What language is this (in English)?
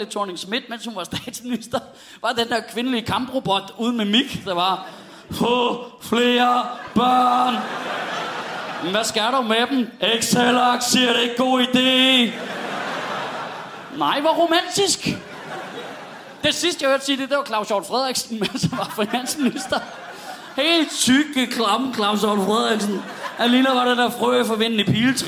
Danish